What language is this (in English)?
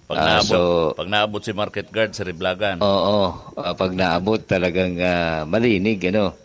Bikol